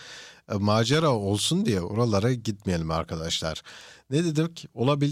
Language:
Turkish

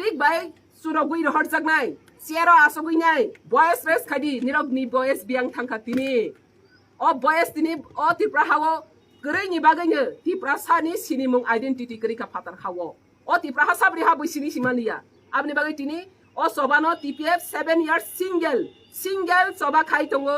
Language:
Riang (India)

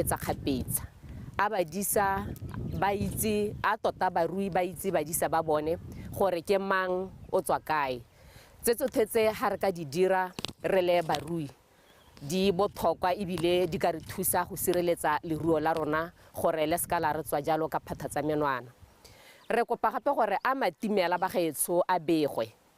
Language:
Tswana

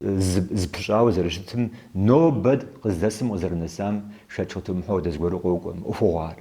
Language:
Kabardian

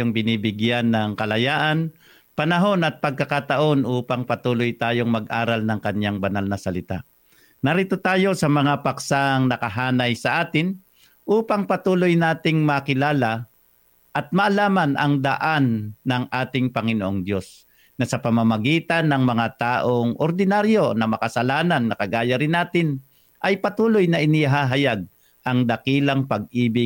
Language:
Filipino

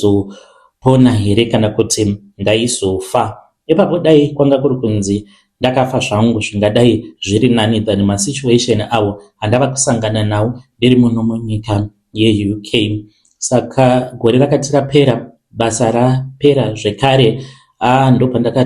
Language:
Shona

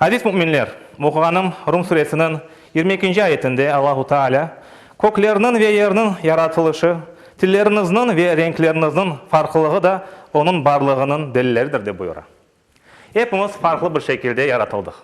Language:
Crimean Tatar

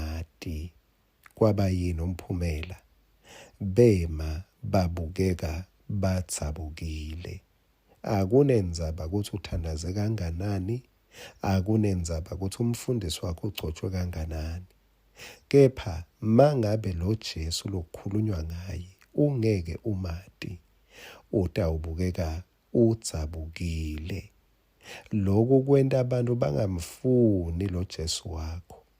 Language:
Swati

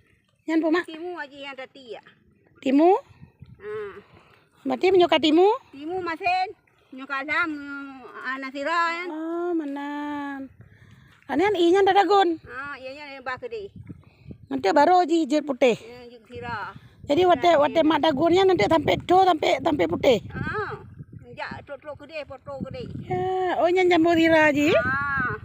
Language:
Achinese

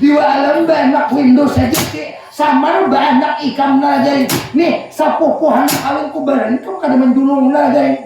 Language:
Banjar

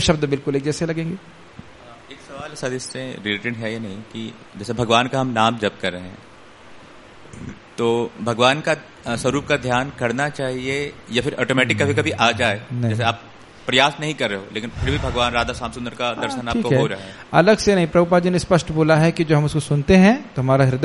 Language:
Hindi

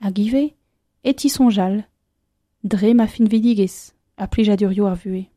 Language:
Breton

